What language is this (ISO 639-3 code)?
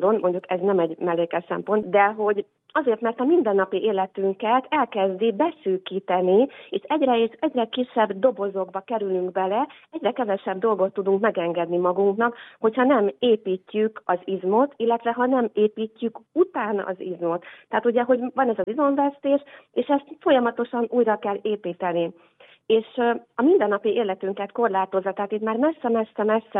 hun